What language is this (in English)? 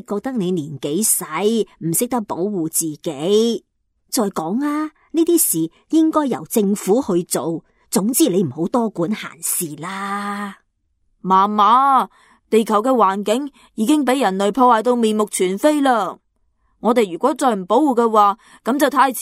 Cantonese